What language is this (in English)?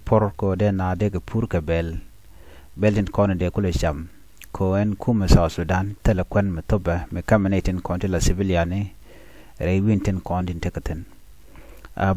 Nuer